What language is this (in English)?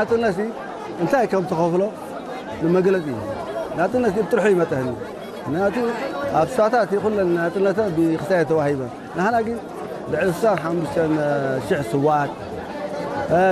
Tigrinya